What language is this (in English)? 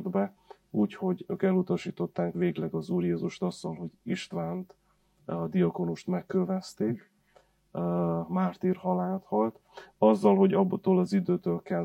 Hungarian